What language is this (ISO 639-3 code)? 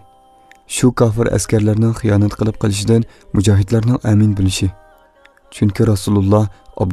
uig